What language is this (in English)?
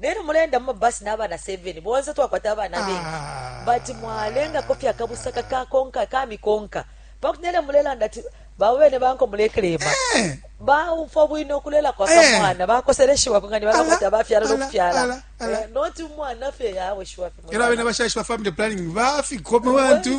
Bemba